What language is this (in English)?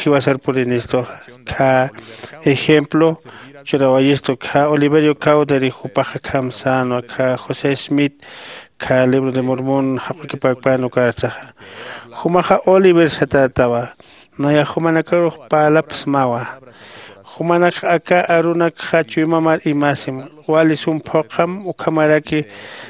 Aymara